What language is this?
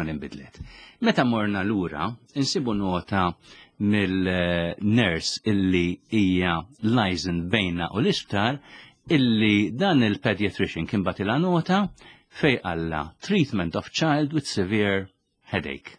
Maltese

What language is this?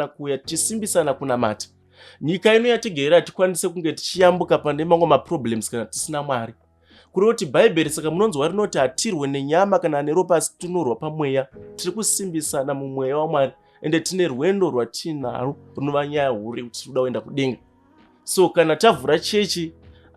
Shona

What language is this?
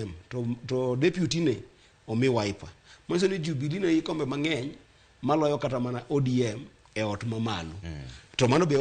Luo (Kenya and Tanzania)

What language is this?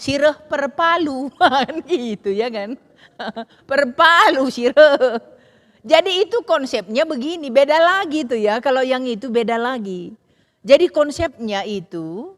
Batak Karo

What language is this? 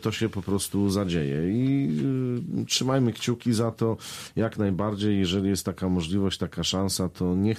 Polish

